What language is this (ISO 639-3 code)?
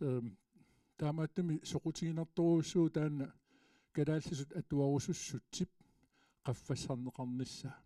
kal